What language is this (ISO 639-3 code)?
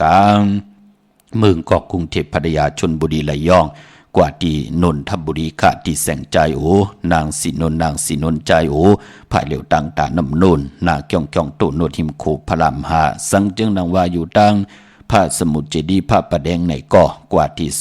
shn